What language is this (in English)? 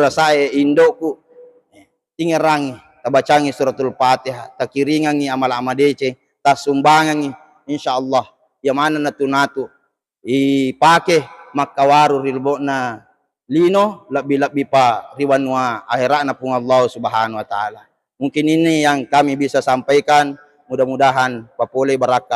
Buginese